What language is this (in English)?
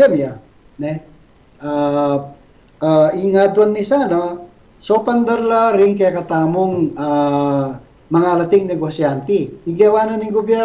Pampanga